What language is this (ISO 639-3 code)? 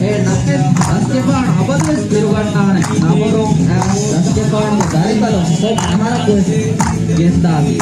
div